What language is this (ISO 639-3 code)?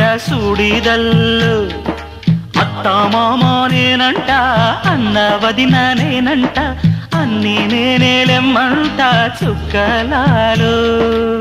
tel